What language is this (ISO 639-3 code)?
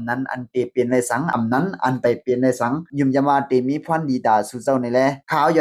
shn